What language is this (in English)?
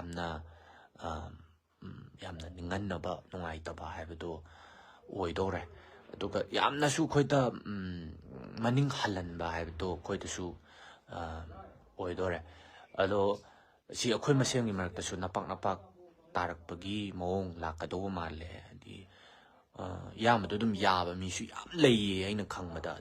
Manipuri